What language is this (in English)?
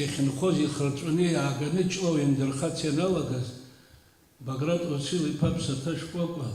Abkhazian